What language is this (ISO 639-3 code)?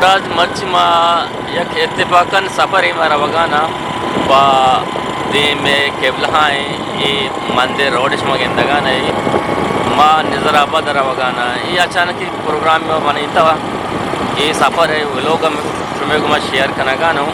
bgp